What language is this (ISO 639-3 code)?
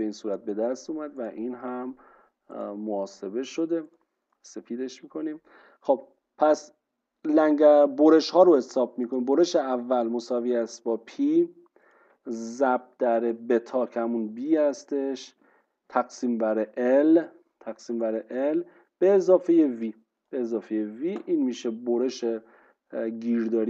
fas